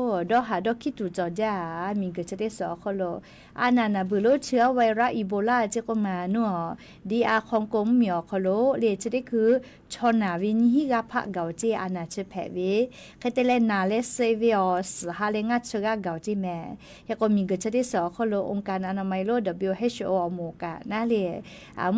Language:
Lahu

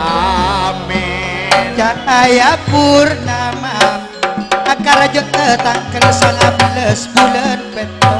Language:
Madurese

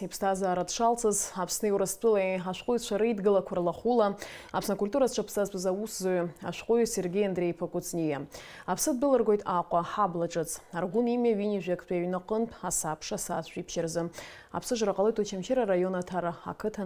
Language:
Abkhazian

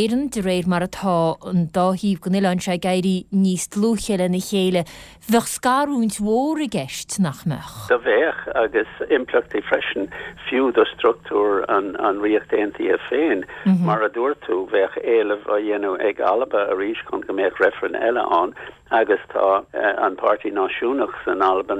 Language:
Irish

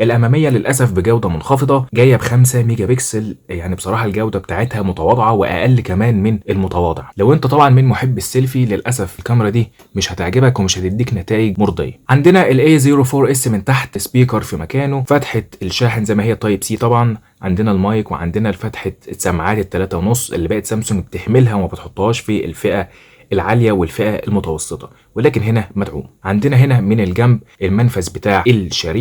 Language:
Egyptian Arabic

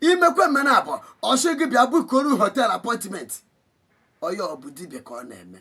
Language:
Igbo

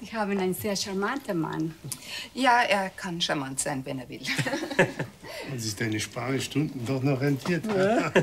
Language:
Bavarian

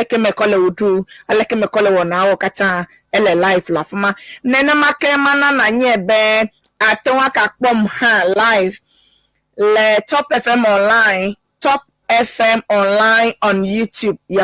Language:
Ewe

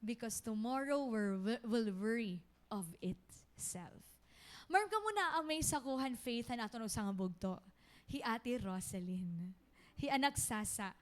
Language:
Waray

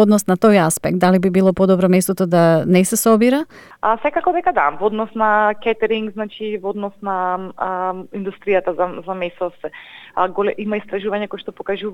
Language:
Macedonian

